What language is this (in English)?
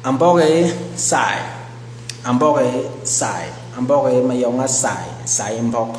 Basaa